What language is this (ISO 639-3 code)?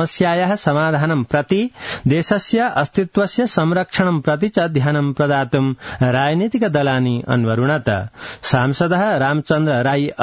san